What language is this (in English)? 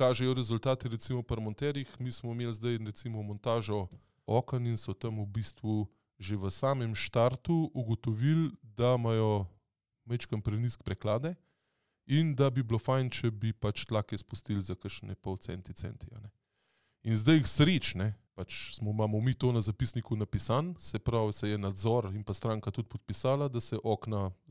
Slovenian